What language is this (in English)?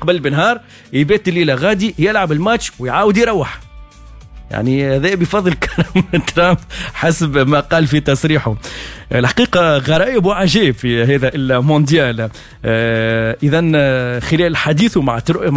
Tunisian Arabic